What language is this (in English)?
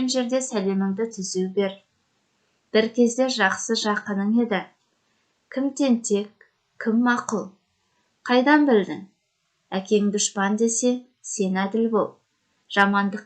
Kazakh